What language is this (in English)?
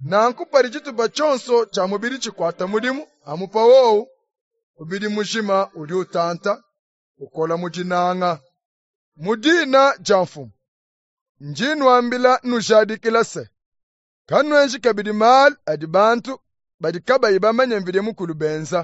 Luba-Lulua